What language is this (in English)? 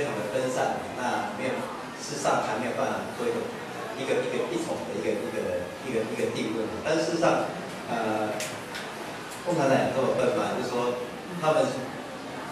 Chinese